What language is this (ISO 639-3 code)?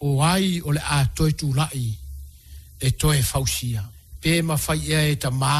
smo